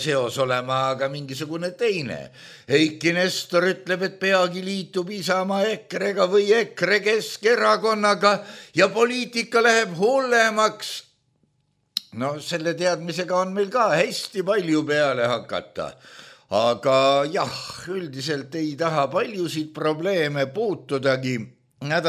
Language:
Estonian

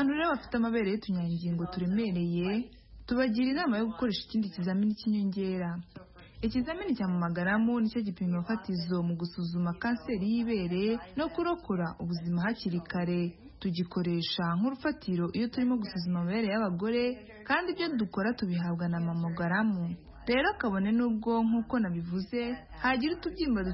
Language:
Kinyarwanda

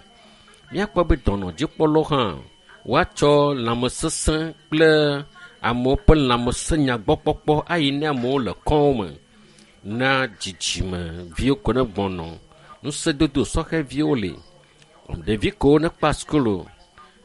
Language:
Ewe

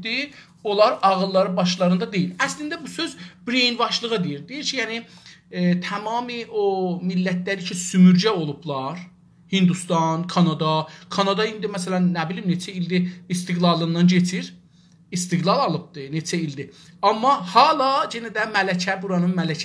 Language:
South Azerbaijani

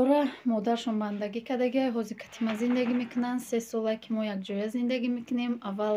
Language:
Tajik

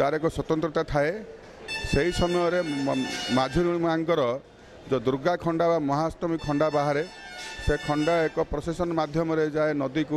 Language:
Odia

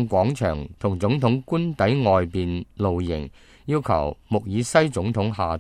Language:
Cantonese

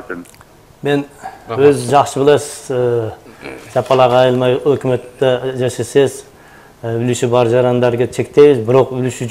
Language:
Kyrgyz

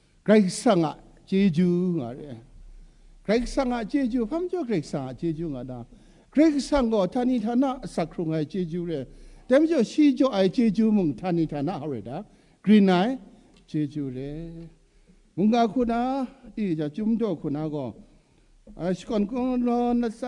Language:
Kachin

